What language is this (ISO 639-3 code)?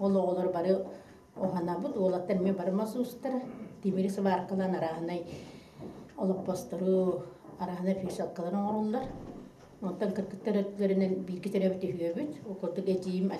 sah